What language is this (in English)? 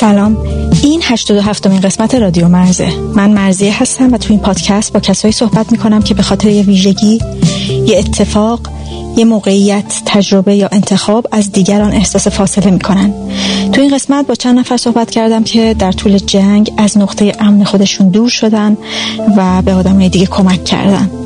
Persian